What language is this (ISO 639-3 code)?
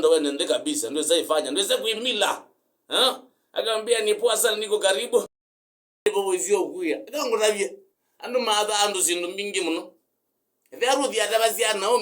kam